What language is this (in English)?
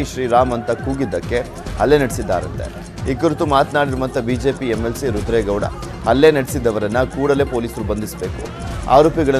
Kannada